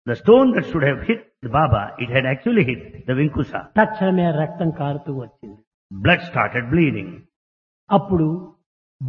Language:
Telugu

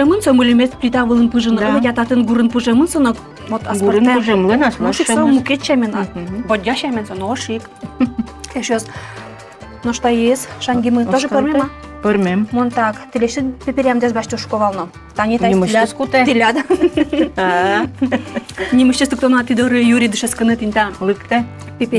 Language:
Udmurt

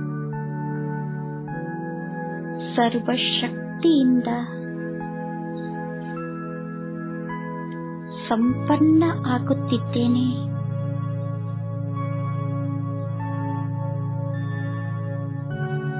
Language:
Kannada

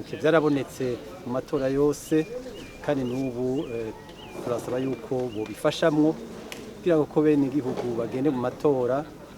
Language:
Rundi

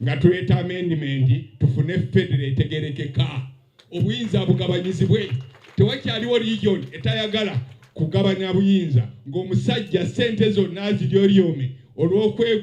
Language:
Ganda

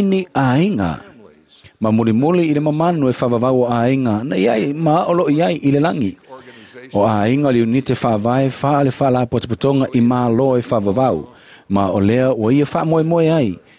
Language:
Samoan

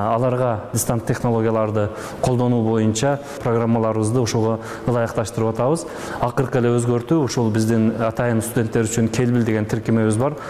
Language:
Kyrgyz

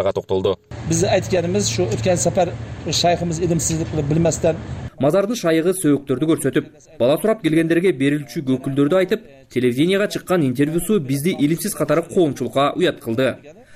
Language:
Kyrgyz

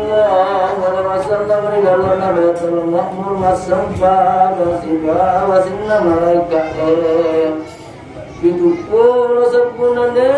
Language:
Buginese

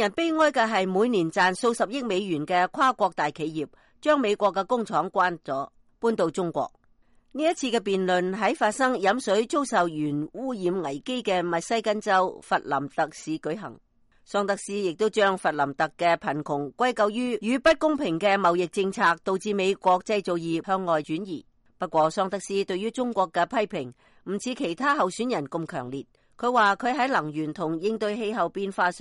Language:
Cantonese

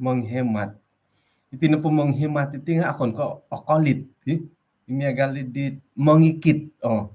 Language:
Central Dusun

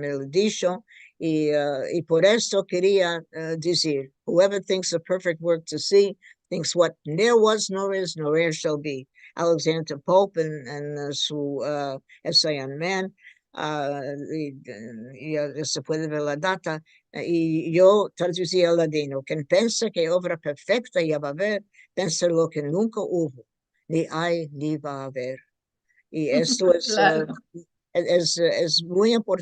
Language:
Ladino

